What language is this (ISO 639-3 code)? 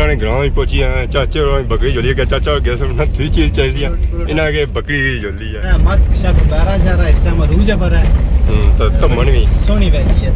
phr